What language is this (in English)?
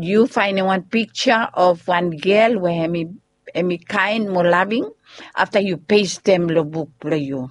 Bislama